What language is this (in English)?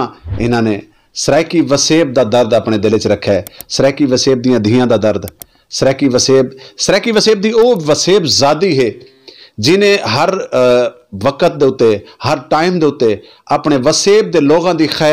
Saraiki